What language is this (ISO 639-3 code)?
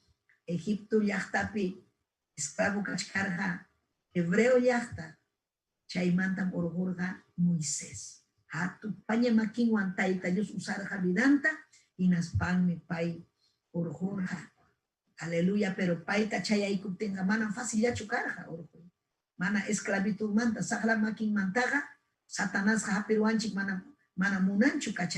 quy